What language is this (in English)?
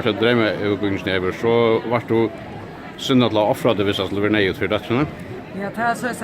Faroese